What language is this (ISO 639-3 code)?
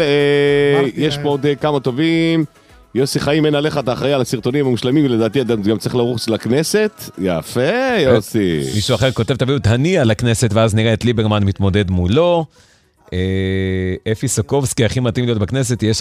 heb